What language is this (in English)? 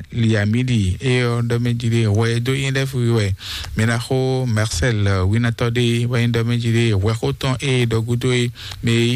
Fon